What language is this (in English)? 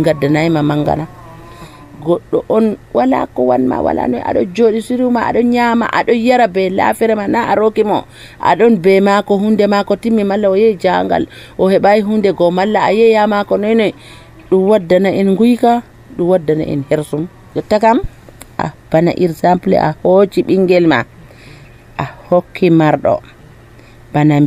Nigerian Fulfulde